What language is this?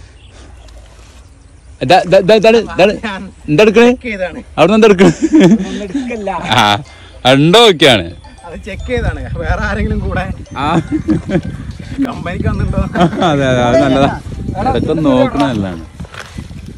Malayalam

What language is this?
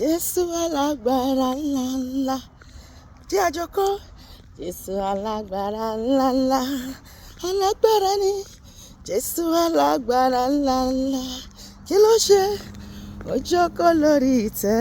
Yoruba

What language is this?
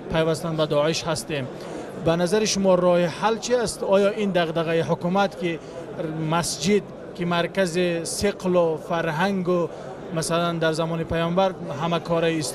Tajik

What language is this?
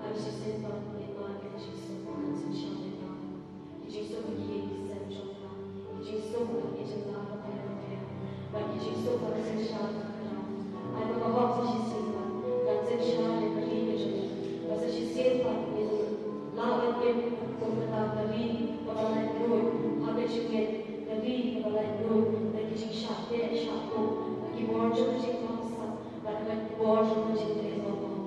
Khasi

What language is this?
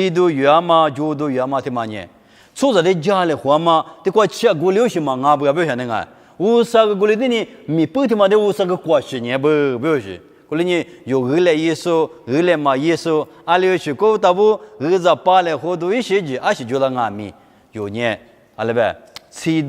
Lisu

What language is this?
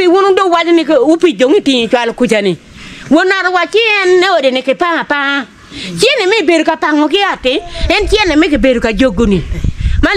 Acoli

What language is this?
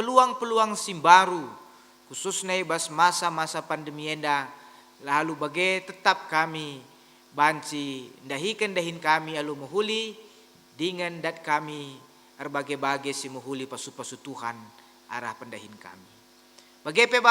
Batak Karo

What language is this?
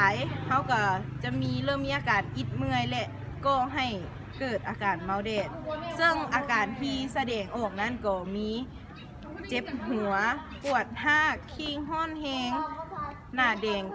Lao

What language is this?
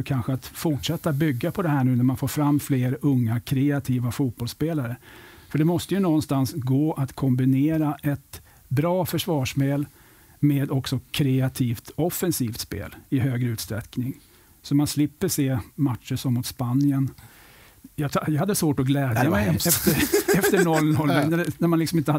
Swedish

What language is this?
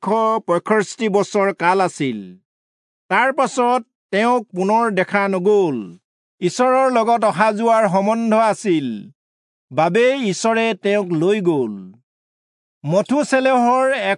Assamese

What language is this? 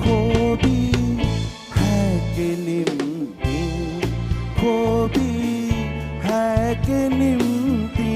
Newari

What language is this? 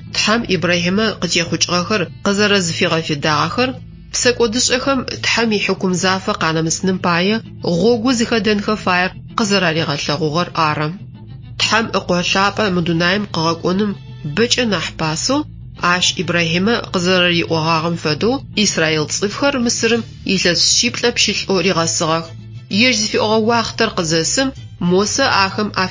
Adyghe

